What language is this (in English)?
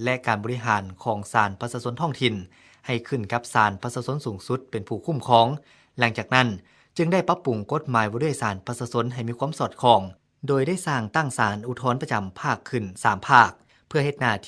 Lao